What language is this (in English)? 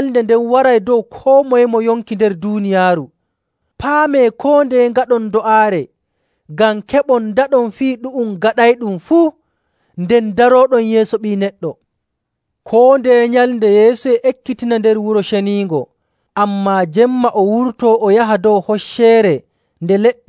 Nigerian Fulfulde